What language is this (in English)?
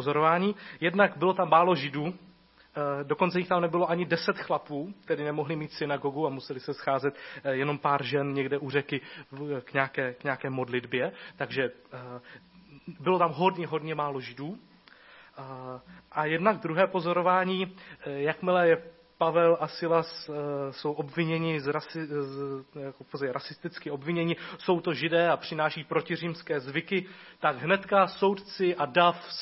Czech